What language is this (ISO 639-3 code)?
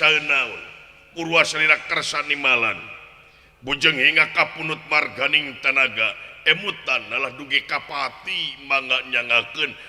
sun